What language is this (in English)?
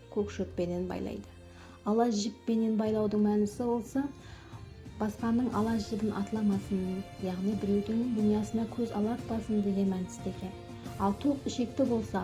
Kara-Kalpak